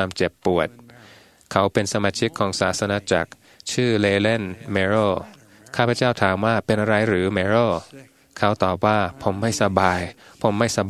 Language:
Thai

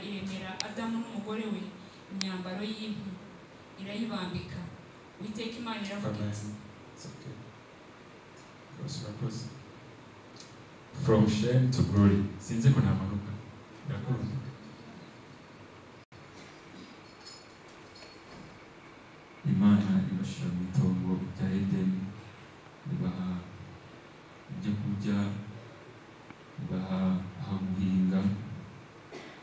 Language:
Kinyarwanda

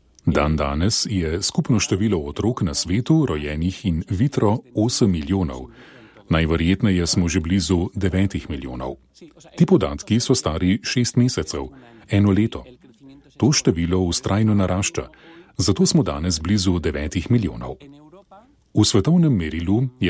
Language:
Slovenian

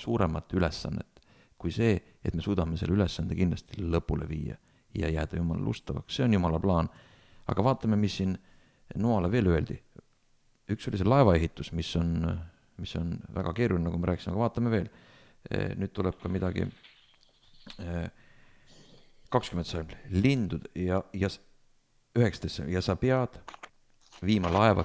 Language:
Estonian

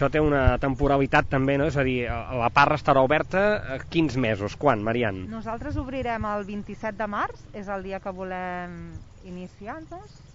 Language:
Catalan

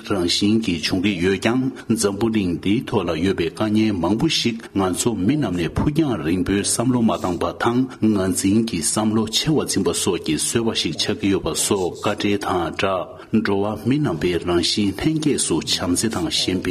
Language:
Tibetan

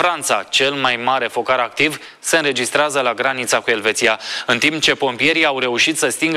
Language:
Romanian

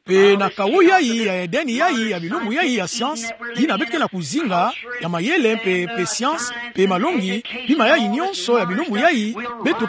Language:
Kituba (Democratic Republic of Congo)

